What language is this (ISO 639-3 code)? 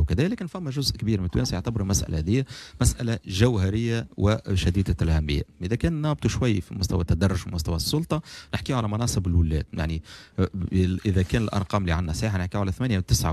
aeb